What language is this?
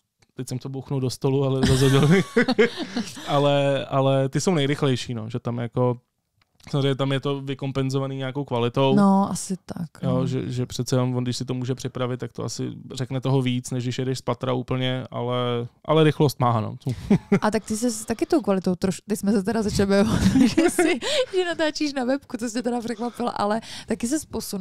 Czech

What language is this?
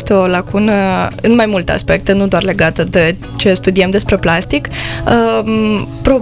Romanian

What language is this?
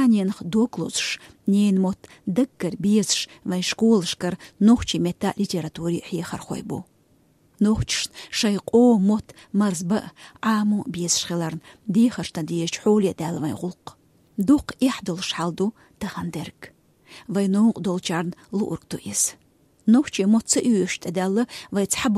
Chechen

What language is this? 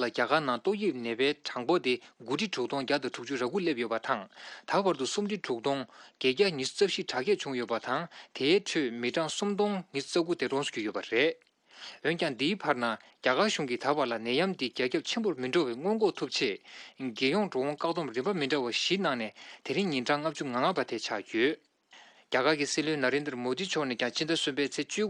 Tibetan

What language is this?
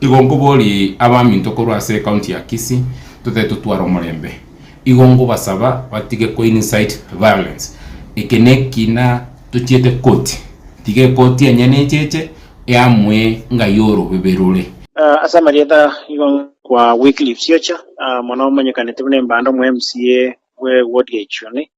Gusii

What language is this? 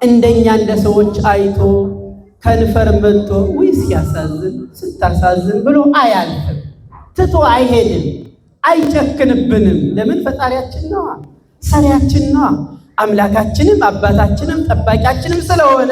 Amharic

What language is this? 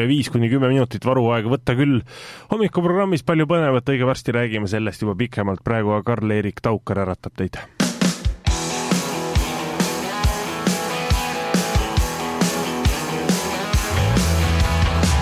Estonian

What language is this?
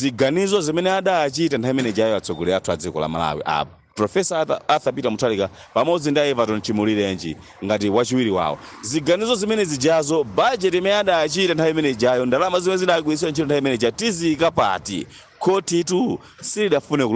Nyanja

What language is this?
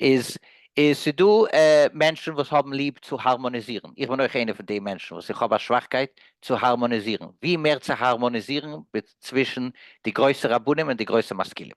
Yiddish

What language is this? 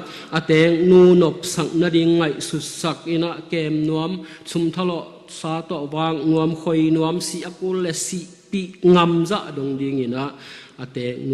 Tedim Chin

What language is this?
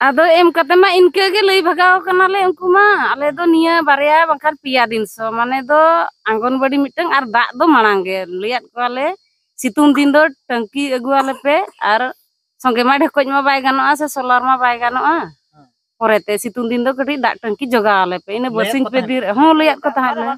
Santali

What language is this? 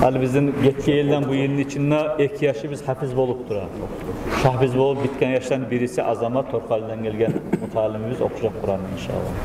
Kumyk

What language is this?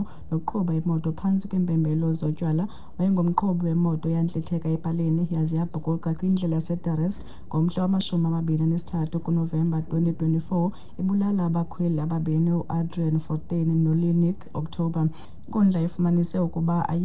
Xhosa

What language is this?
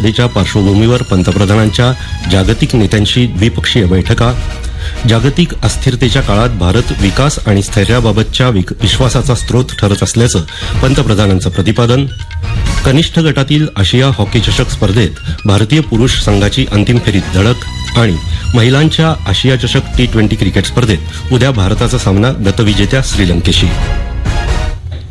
Marathi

